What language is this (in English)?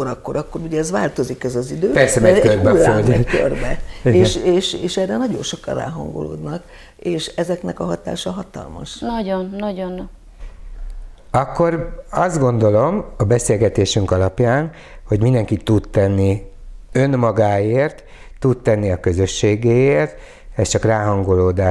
Hungarian